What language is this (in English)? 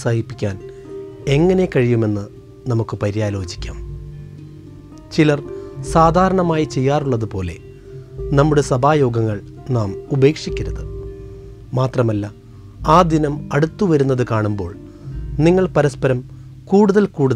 Malayalam